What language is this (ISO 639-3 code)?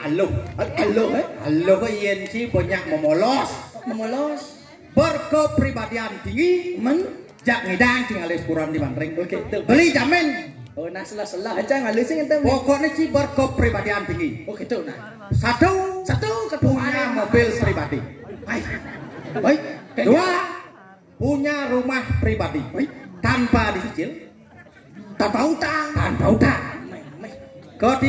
ban